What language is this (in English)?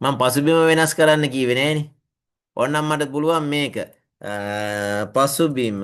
Sinhala